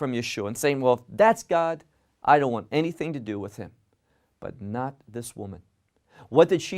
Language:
English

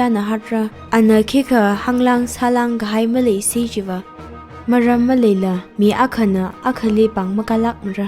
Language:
Tangkhul Naga (India)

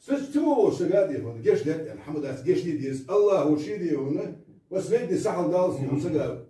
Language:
Ingush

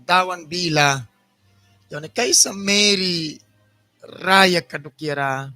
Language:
Mískito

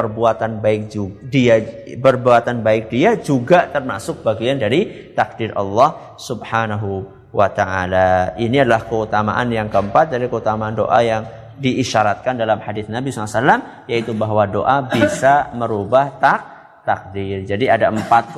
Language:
Indonesian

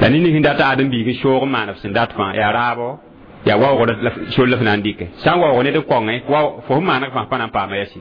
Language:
Mossi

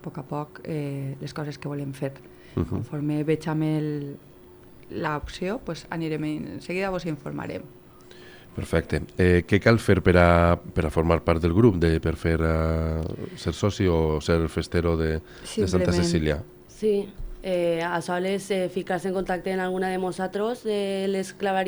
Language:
Catalan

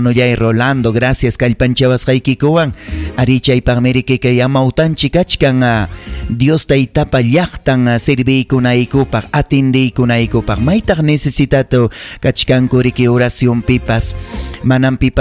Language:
Ayacucho Quechua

